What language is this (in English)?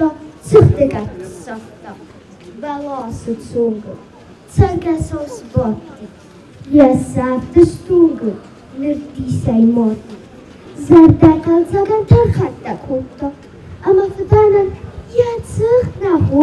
Ossetic